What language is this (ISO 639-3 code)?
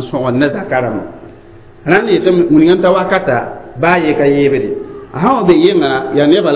mos